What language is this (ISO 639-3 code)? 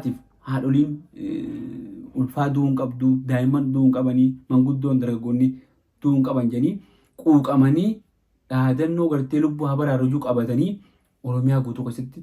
orm